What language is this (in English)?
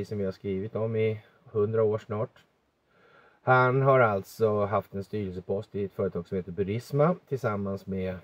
Swedish